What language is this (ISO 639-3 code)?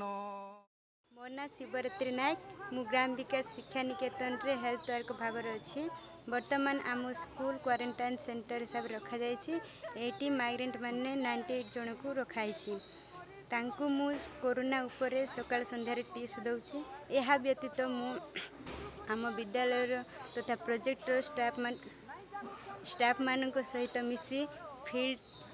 ori